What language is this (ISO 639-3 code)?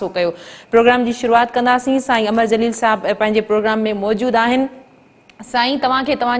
snd